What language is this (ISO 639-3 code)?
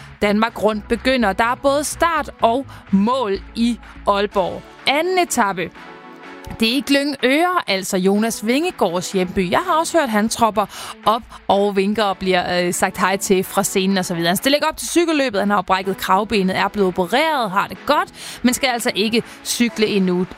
dan